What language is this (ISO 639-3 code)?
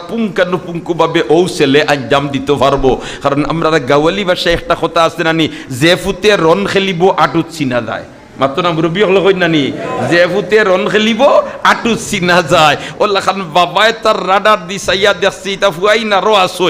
syl